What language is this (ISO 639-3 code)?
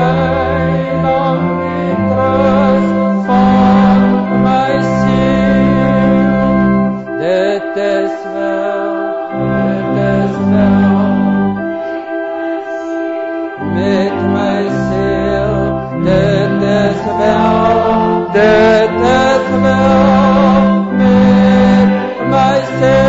afr